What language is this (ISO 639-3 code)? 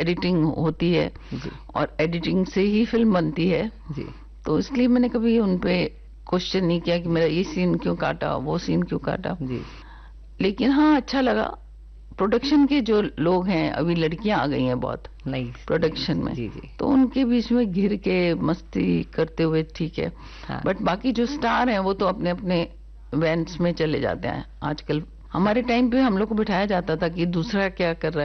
hin